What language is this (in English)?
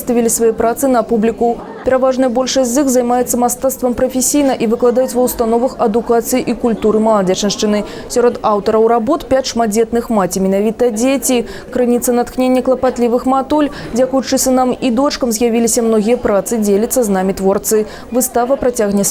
Belarusian